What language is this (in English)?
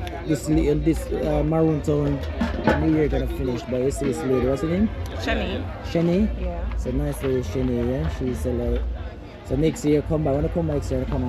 Jamaican Creole English